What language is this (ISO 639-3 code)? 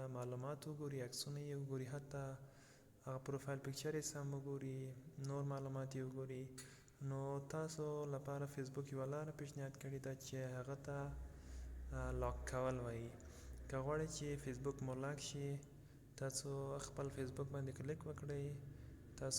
pus